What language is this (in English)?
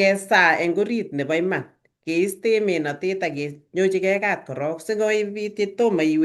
Kalenjin